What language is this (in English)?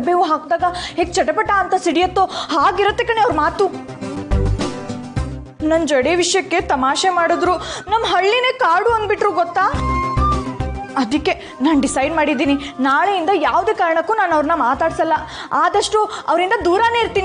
Kannada